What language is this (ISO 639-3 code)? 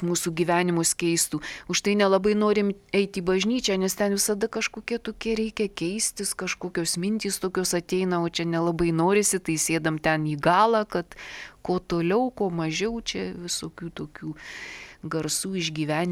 lit